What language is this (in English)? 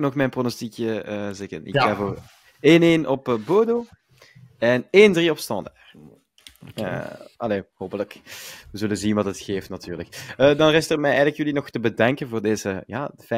Dutch